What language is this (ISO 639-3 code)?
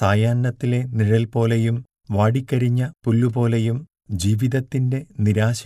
mal